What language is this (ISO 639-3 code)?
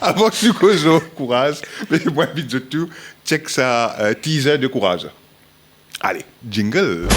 mfe